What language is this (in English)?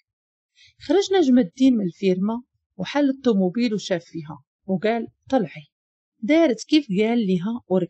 Moroccan Arabic